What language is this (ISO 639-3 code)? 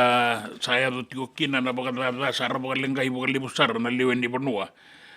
fij